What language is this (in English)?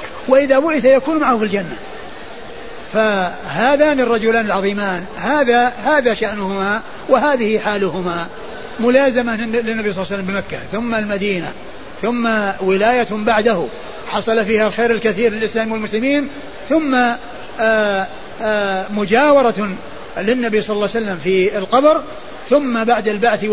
Arabic